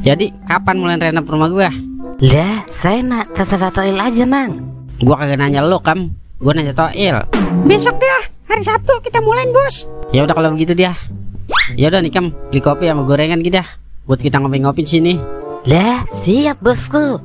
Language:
Betawi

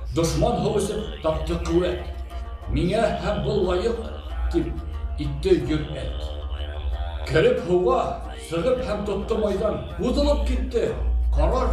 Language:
Bashkir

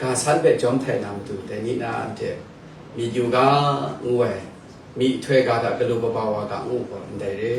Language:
Kachin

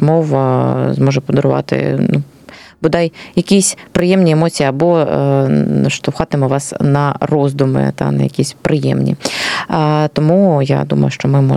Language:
Ukrainian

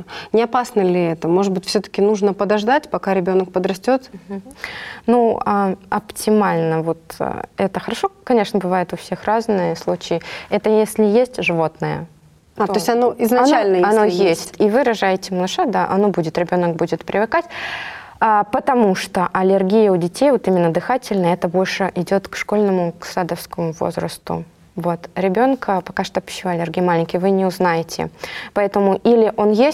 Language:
Russian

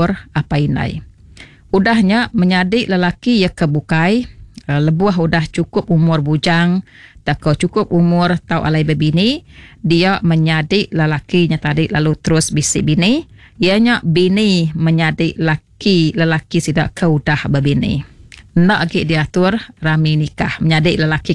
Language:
Iban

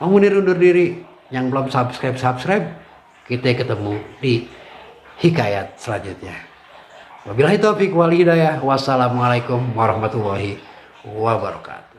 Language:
Betawi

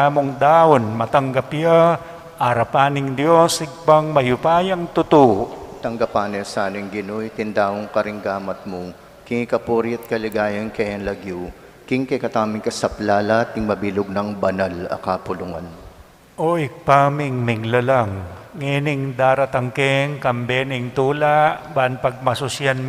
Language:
Pampanga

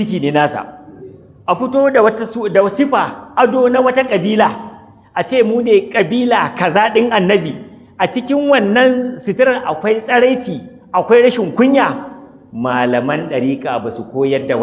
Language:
Hausa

